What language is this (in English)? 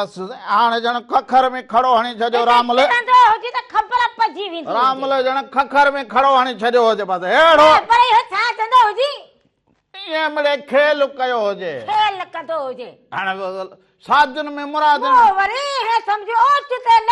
Sindhi